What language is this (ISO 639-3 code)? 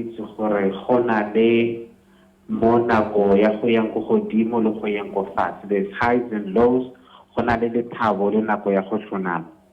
tsn